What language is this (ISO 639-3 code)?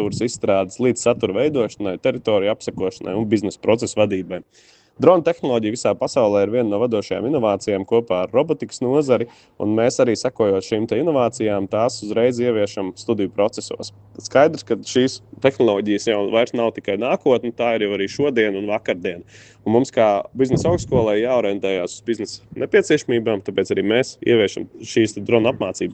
lav